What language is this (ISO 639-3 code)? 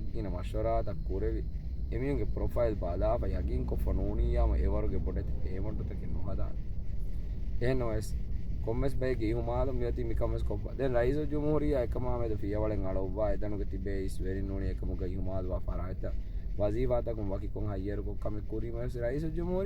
div